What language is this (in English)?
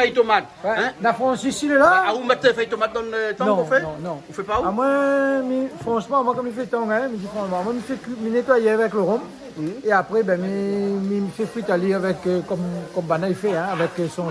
Réunion Creole French